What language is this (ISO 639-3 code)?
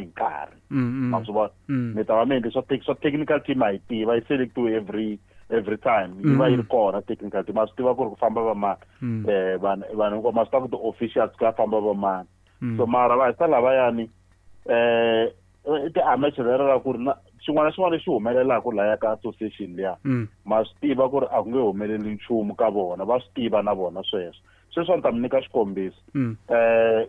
tso